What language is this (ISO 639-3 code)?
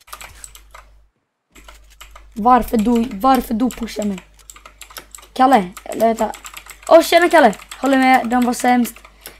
swe